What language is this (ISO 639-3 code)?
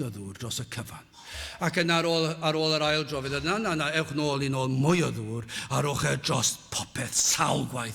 cym